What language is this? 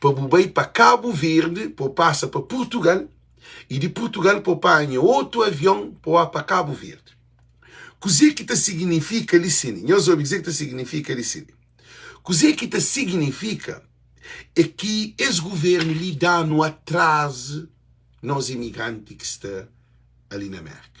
Kabuverdianu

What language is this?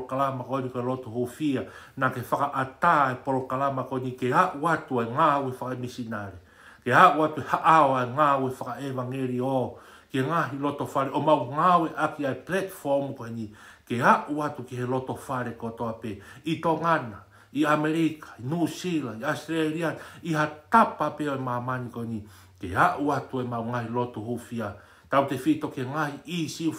Tongan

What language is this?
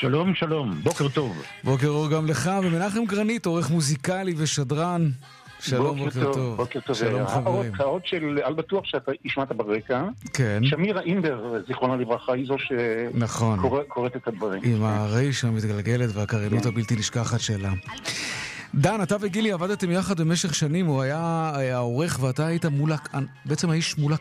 Hebrew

